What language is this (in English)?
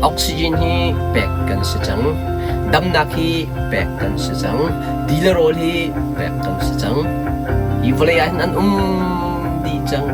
Hakha Chin